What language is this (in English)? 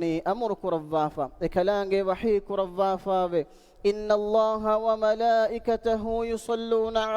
Divehi